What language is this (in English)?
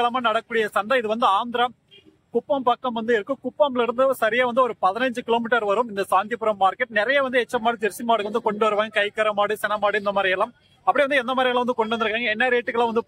Tamil